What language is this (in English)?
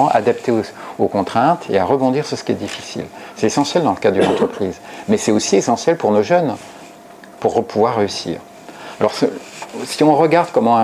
French